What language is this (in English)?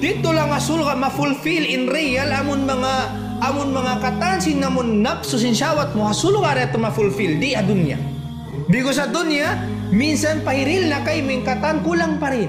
Tausug